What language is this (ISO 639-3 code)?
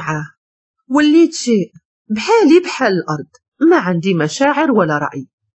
ary